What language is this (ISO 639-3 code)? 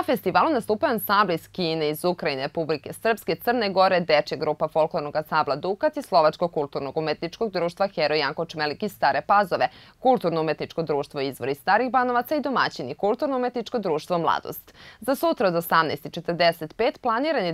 srp